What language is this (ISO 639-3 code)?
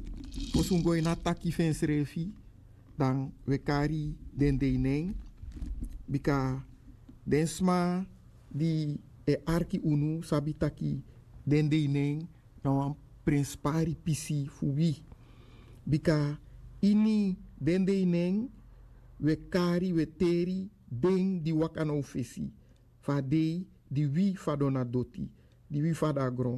srn